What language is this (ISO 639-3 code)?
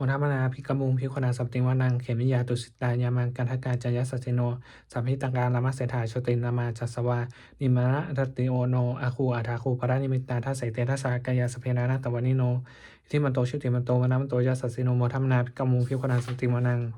pli